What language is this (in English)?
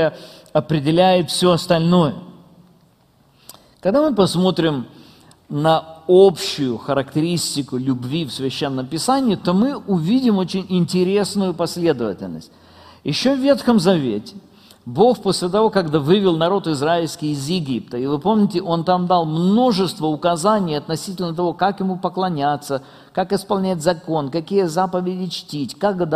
Russian